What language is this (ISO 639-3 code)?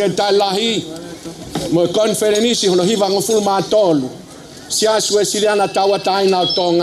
ton